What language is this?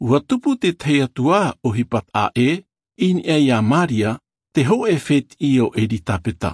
Tahitian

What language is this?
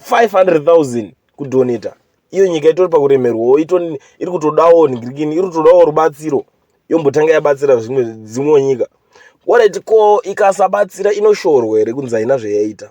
Shona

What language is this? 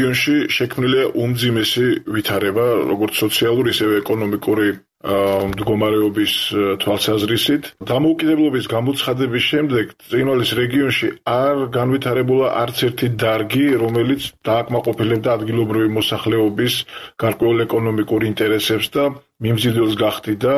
Georgian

